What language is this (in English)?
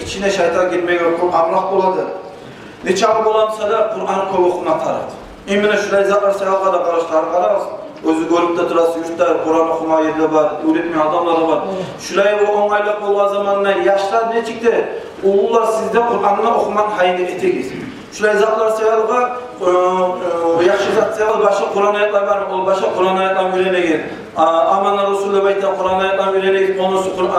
Kumyk